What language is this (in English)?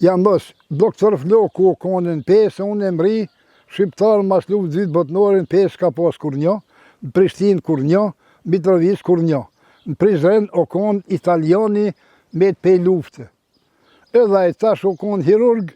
Albanian